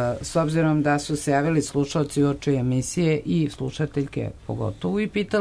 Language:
Serbian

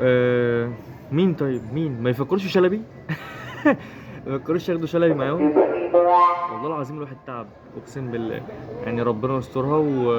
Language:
Egyptian Arabic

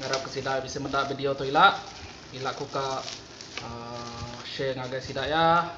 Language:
Iban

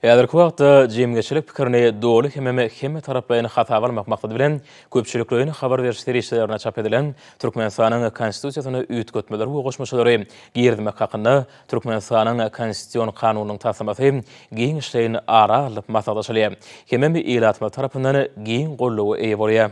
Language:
Turkmen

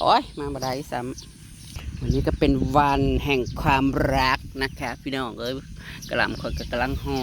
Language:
Northeastern Thai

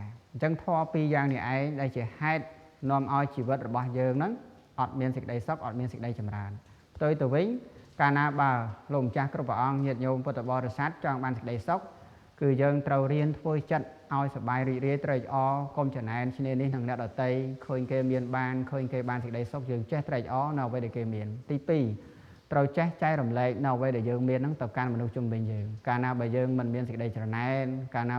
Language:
Khmer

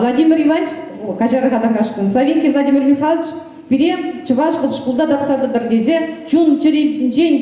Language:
Chuvash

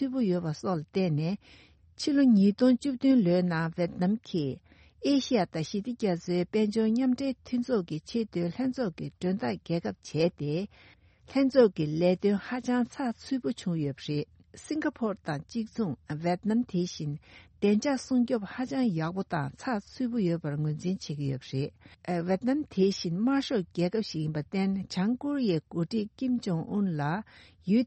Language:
Tibetan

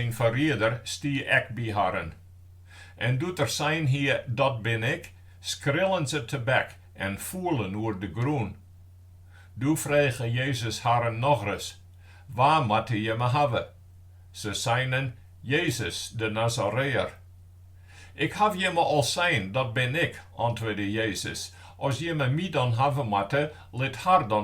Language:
Western Frisian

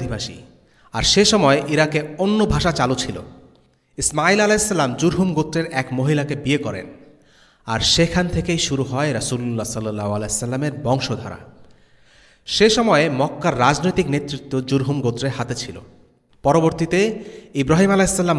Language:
Bangla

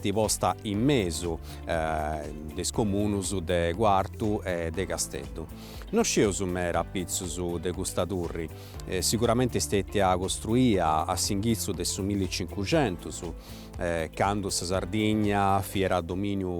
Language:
Sardinian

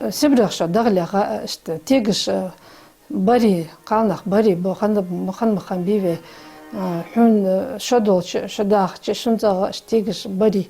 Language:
Ingush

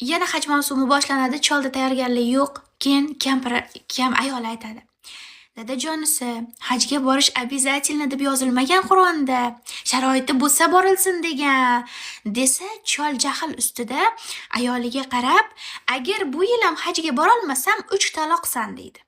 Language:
Uzbek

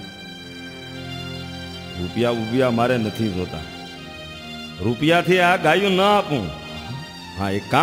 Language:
Gujarati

